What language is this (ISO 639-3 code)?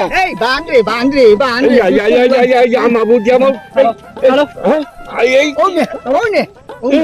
syl